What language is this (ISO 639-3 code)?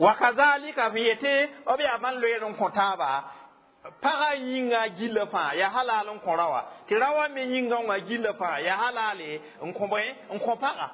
mos